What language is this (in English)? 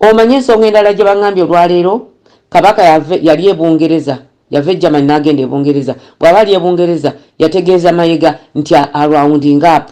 Ganda